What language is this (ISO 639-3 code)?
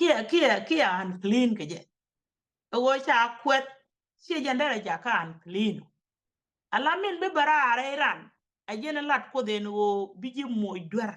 nus